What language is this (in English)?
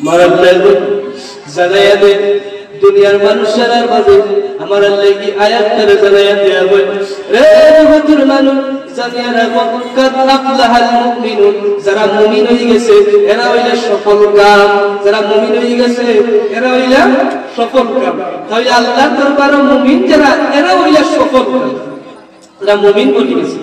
Sylheti